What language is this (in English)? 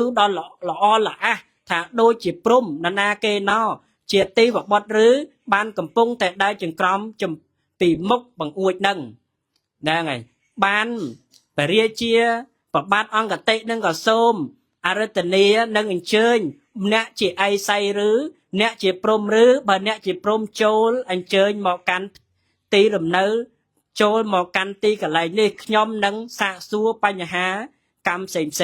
Khmer